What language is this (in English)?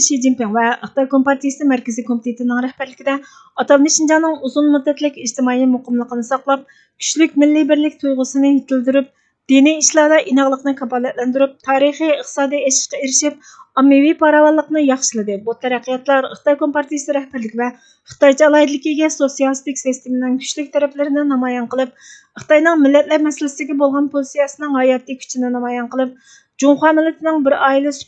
Uyghur